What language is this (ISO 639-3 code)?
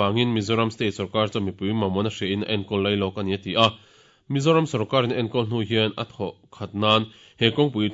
lus